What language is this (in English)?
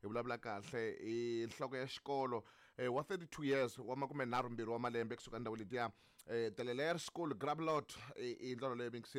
Tsonga